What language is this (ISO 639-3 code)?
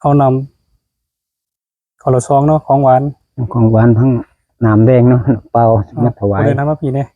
tts